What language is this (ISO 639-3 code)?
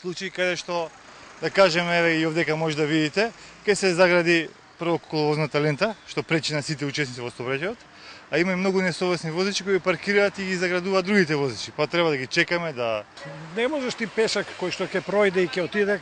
mkd